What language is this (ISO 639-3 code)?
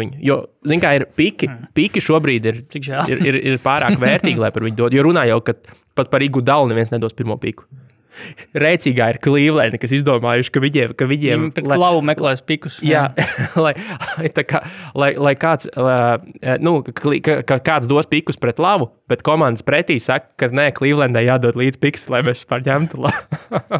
lav